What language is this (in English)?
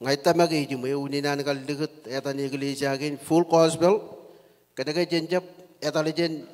Marshallese